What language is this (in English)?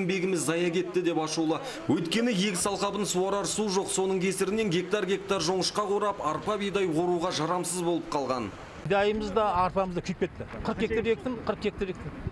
Kazakh